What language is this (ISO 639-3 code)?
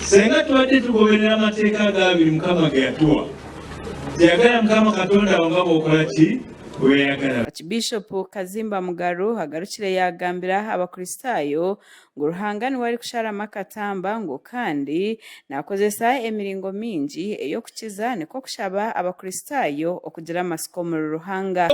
nyn